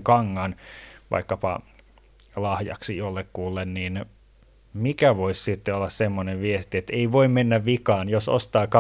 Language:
Finnish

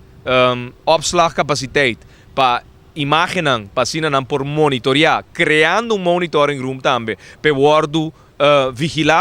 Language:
Papiamento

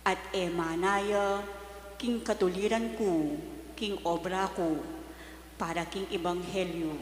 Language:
Pampanga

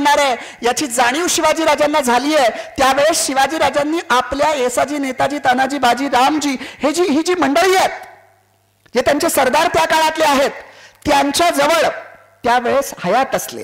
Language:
Marathi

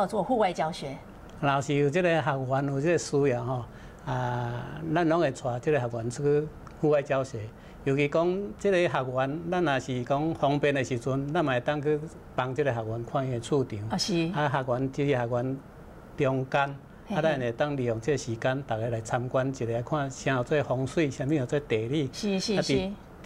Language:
Min Nan Chinese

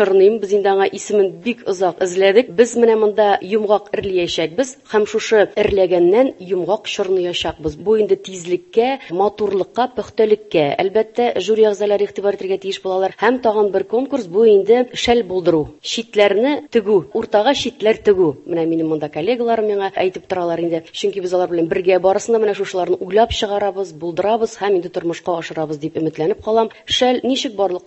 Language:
Tatar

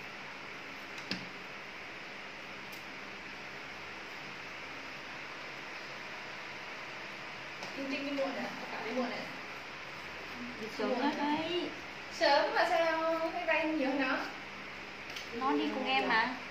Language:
Vietnamese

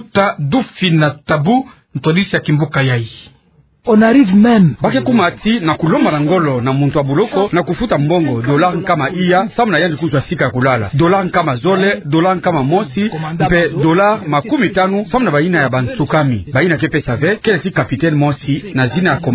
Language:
Kituba (Democratic Republic of Congo)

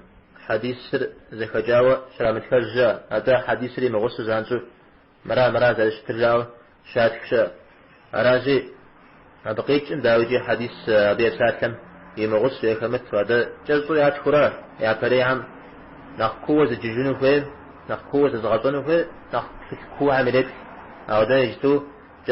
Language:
Kabardian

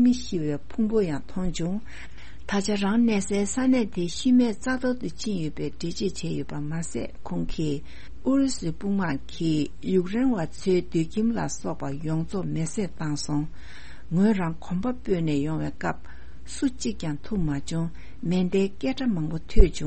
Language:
Tibetan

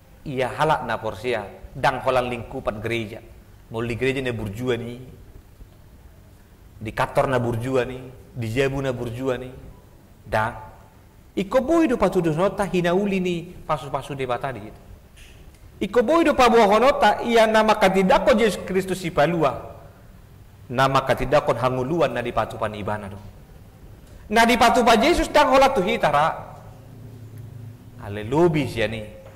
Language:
Batak Toba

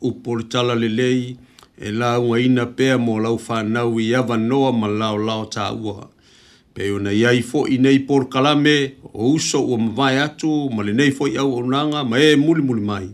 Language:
Samoan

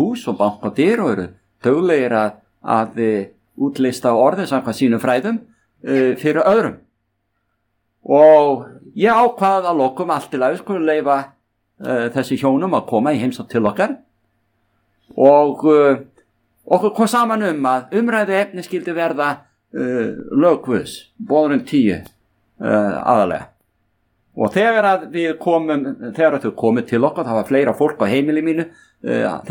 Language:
Icelandic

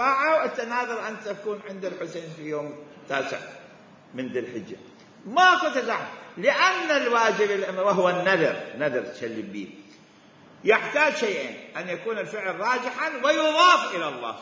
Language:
Mesopotamian Arabic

